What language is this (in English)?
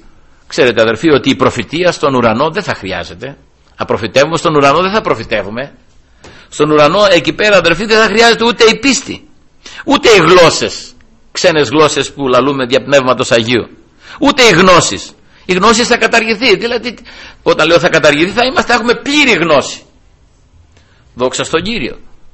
Greek